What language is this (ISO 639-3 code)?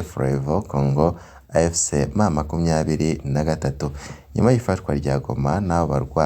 run